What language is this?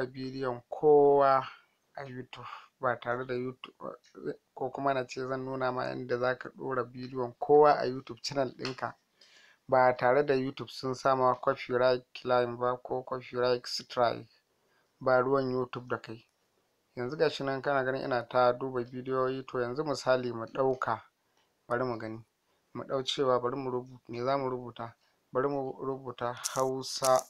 Hausa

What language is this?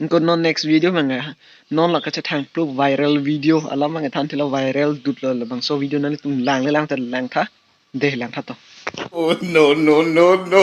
Karbi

